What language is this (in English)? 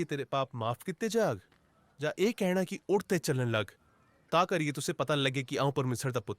Dogri